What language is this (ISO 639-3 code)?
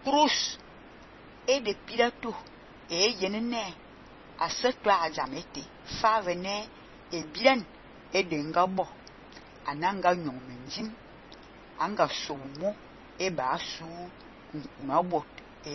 fan